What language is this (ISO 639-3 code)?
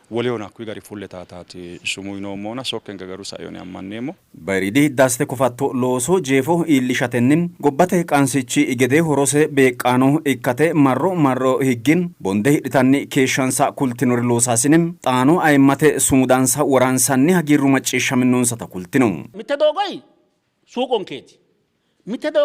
sid